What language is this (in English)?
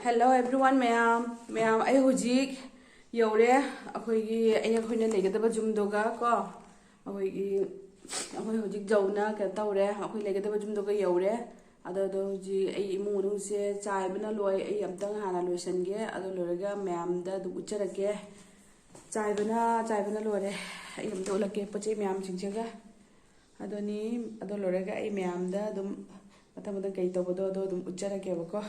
Manipuri